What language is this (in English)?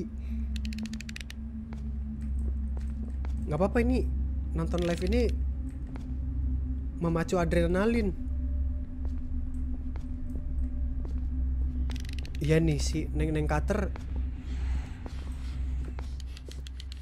Indonesian